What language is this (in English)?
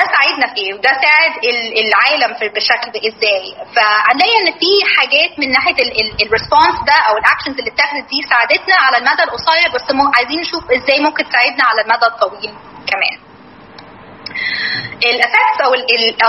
Egyptian Arabic